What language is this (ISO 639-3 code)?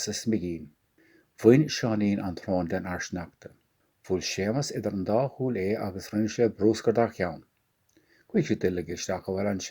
gle